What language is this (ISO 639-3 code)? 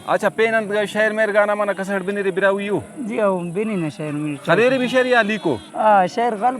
brh